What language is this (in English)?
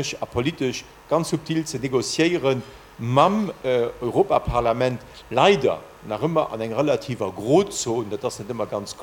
Luxembourgish